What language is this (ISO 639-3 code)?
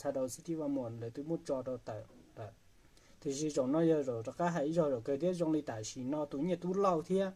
hmn